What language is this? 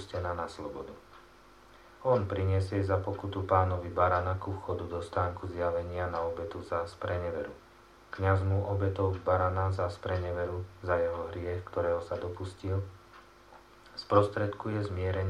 Slovak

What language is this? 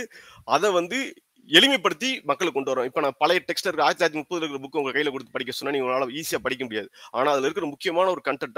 Tamil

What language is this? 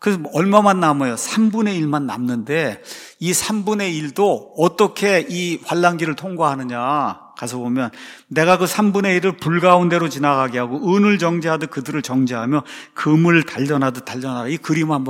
Korean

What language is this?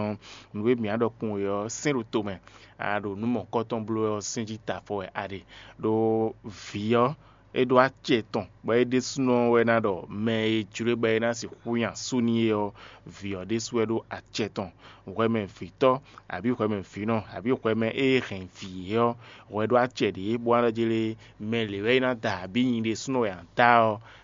Fon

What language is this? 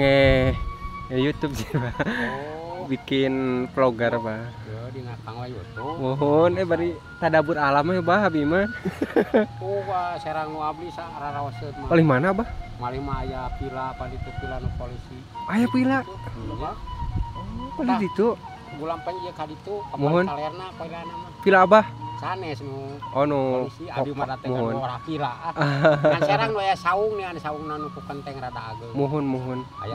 Sundanese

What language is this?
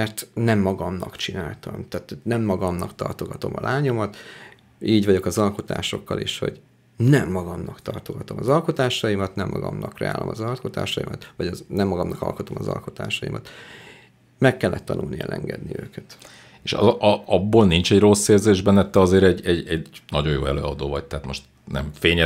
Hungarian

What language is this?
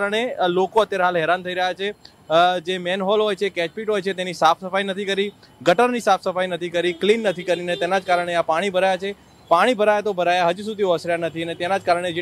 Gujarati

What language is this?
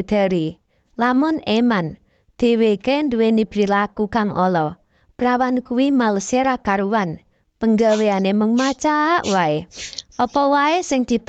Javanese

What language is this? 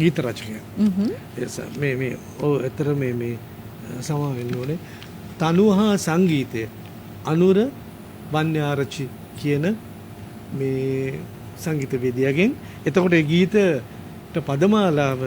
Sinhala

